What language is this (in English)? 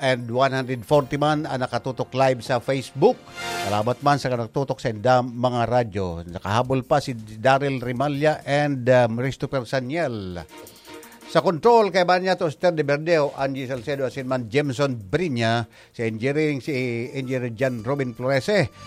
Bikol